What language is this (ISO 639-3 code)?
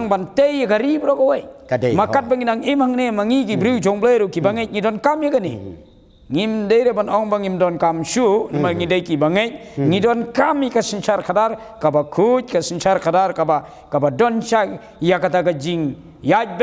kha